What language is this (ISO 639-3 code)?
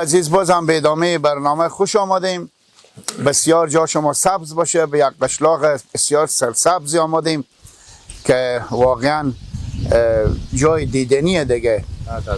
fas